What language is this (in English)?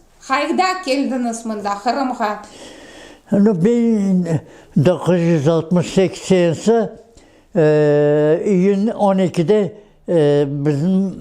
Crimean Tatar